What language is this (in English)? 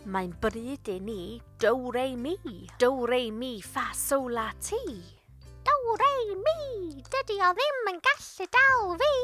Welsh